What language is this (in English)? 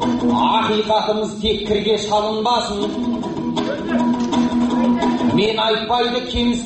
Kazakh